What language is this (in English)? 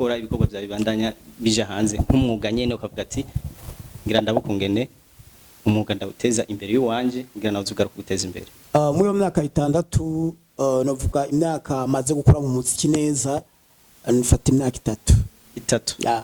Rundi